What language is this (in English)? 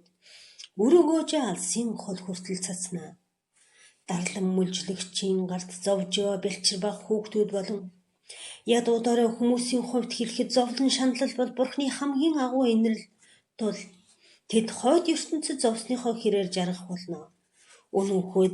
Mongolian